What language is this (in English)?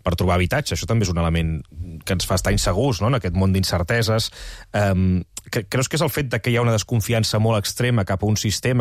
Catalan